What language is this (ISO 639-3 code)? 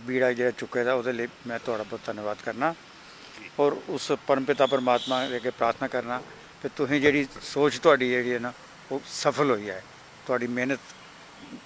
doi